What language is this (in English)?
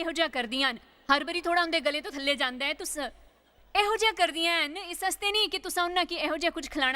Dogri